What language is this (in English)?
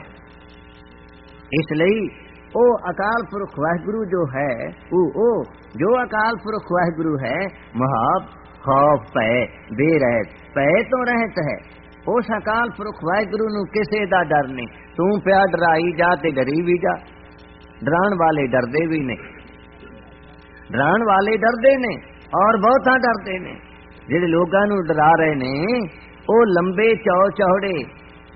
Punjabi